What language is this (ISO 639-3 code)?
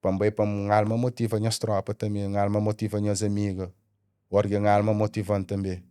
kea